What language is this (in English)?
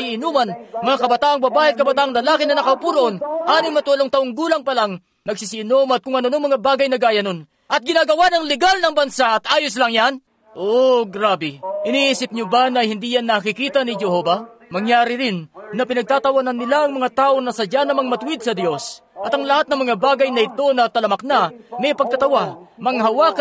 Filipino